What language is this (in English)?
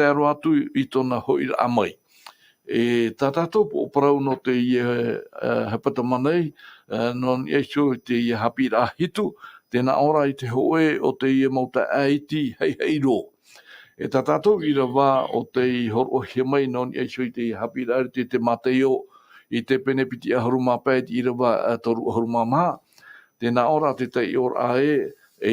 Tahitian